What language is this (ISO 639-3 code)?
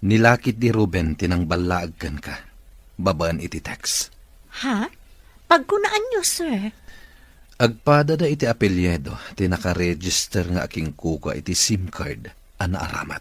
ilo